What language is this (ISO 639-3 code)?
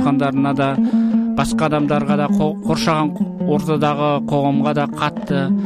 kaz